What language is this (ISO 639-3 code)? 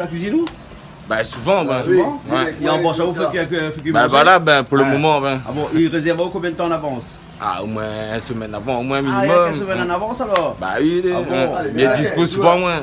rcf